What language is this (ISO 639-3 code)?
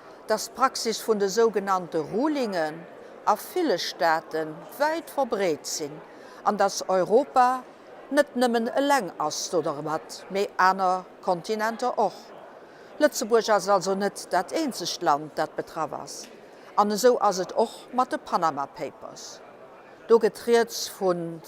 ltz